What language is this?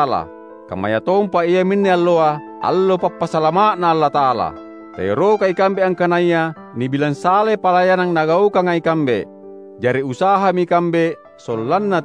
Makasar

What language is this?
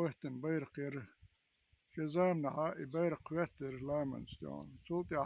Chechen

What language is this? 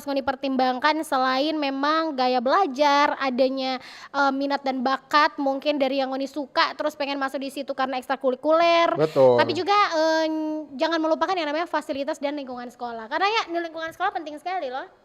Manado Malay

